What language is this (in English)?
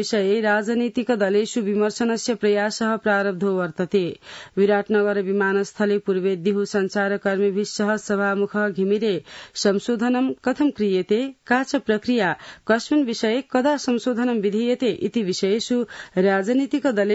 Sanskrit